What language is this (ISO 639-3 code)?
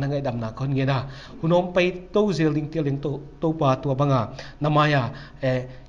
pck